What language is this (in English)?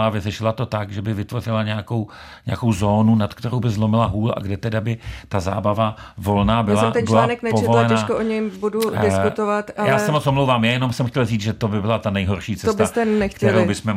Czech